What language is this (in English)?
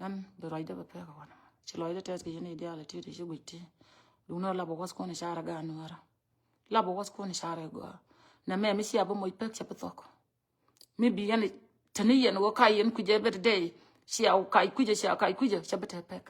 Nuer